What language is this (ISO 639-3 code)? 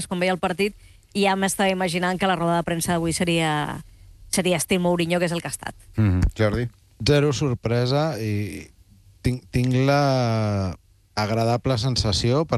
cat